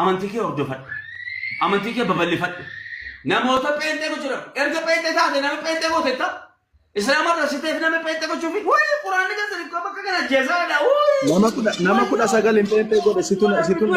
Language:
Oromo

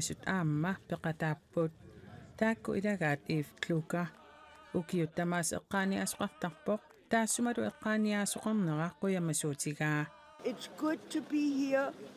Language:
Kalaallisut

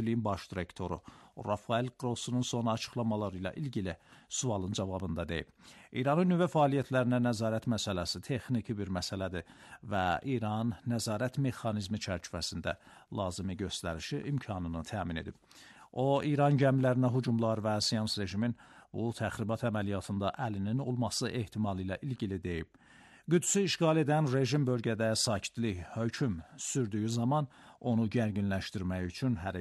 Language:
Azerbaijani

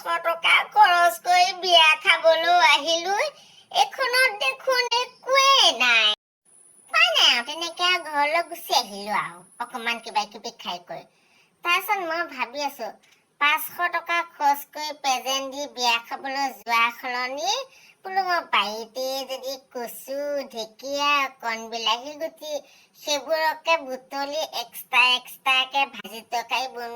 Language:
Assamese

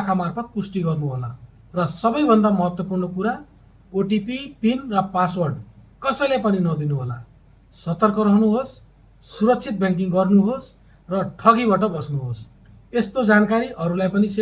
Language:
Nepali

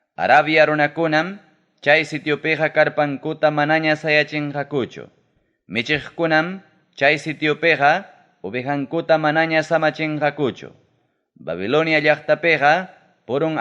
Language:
Ayacucho Quechua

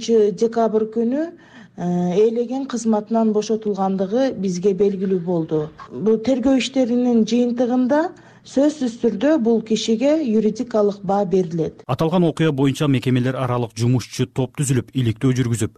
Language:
Kyrgyz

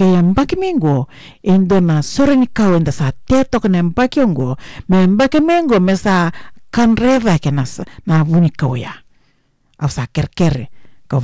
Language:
Fijian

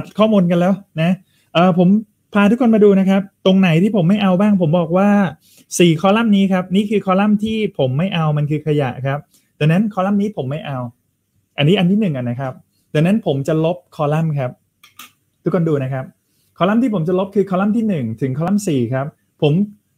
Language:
Thai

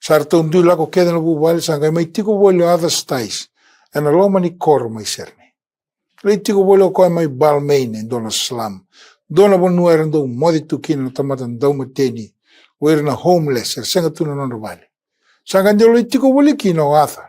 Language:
Fijian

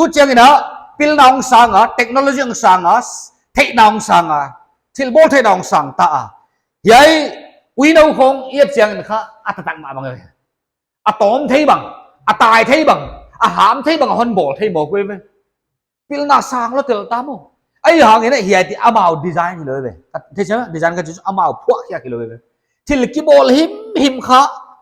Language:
Paite Chin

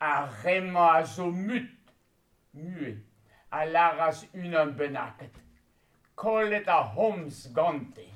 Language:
Breton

